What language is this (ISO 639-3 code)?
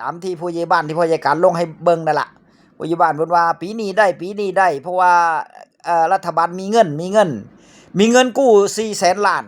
tts